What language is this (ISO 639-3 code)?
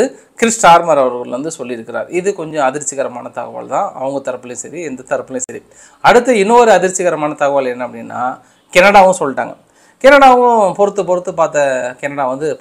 tam